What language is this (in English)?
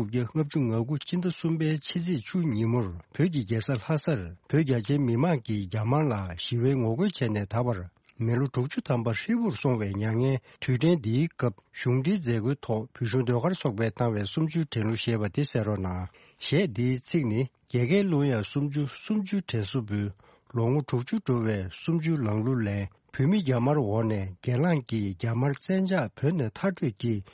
Tibetan